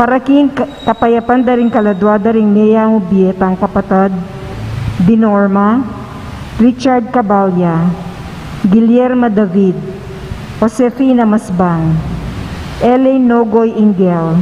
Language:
Pampanga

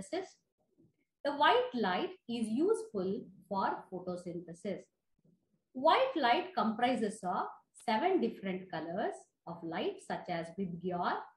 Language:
Kannada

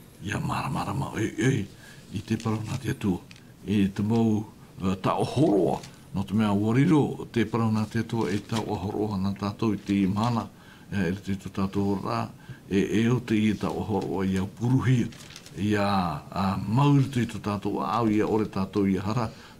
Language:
Tahitian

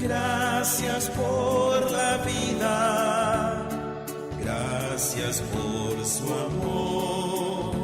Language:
Guarani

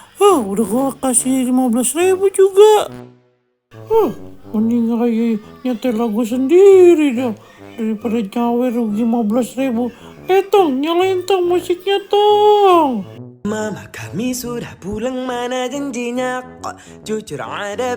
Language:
Betawi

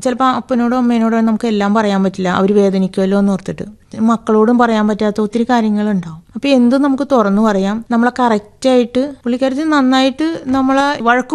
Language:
Malayalam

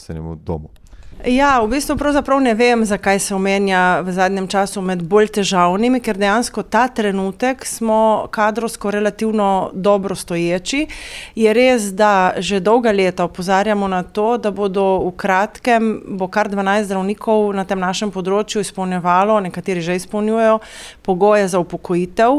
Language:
Slovenian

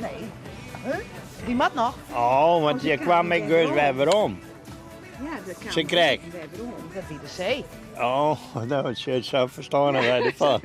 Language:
Western Frisian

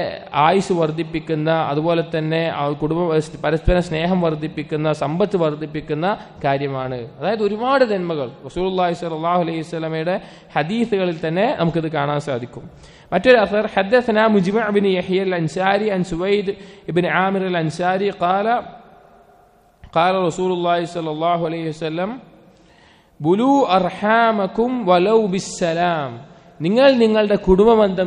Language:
Malayalam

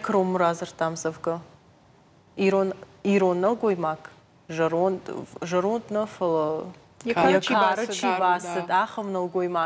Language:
Ossetic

